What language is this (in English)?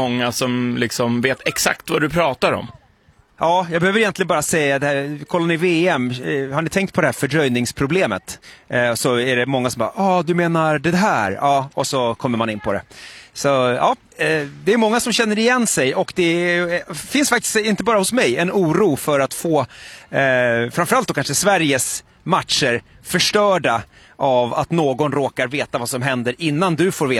Swedish